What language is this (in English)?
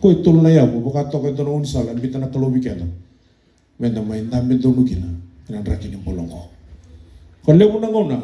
Fijian